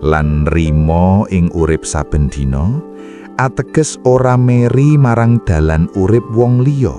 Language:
Javanese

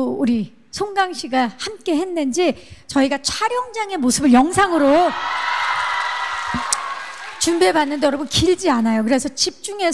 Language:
Korean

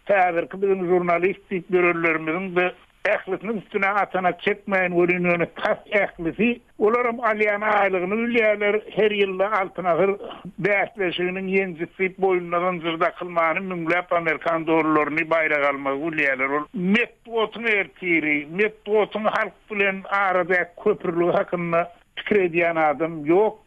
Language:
Turkmen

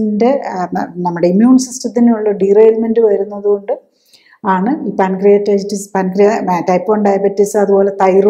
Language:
Malayalam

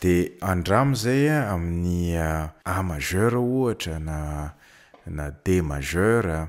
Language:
Malagasy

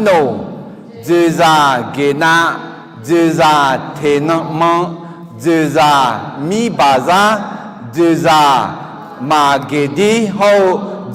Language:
Akha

